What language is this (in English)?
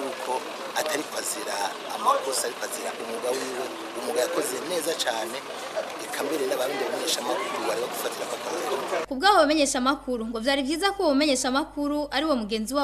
Rundi